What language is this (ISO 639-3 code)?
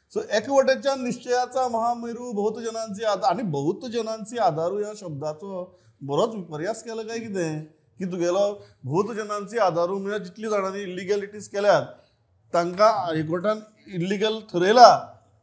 kok